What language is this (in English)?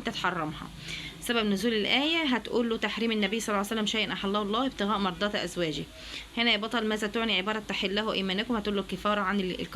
Egyptian Arabic